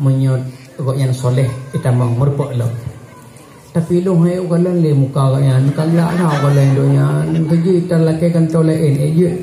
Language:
Achinese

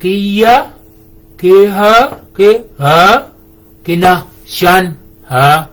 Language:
Shilluk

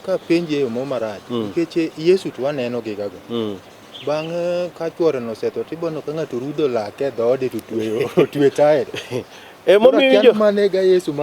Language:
Luo (Kenya and Tanzania)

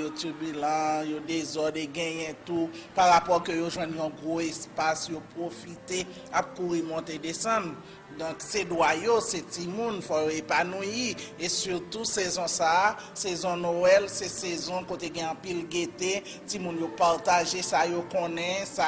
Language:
Haitian Creole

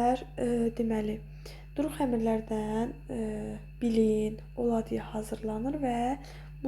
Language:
Azerbaijani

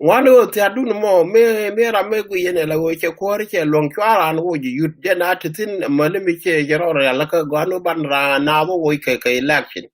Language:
Nuer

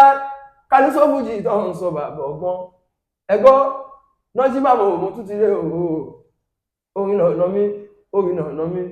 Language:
Yoruba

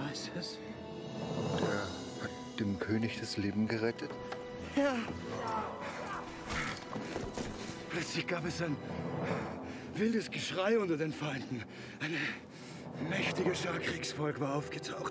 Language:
German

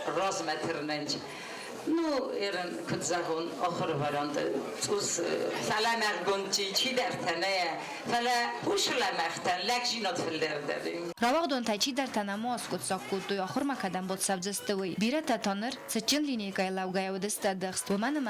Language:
Ossetic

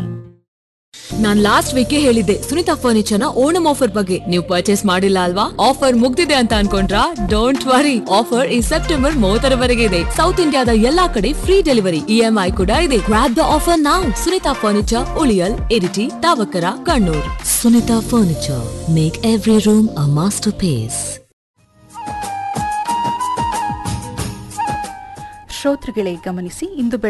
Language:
Kannada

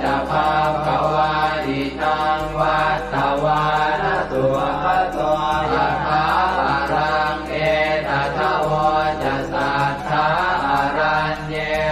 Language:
Pali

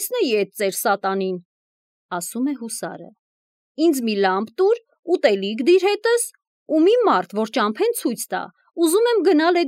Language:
Armenian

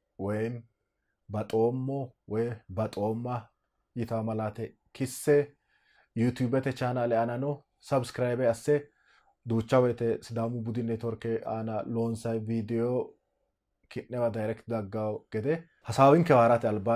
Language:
Sidamo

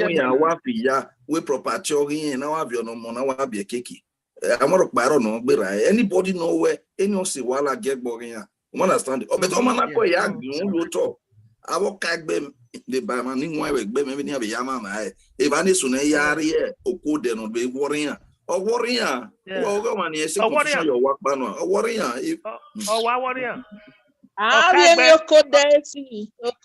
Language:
Bini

